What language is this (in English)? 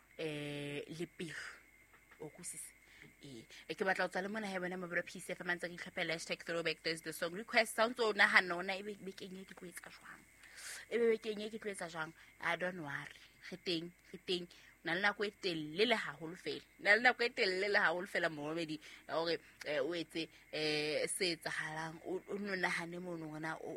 Southern Sotho